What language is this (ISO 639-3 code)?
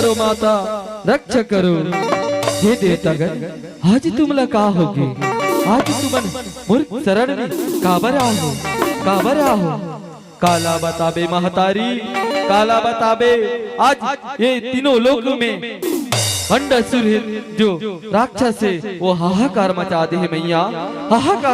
hne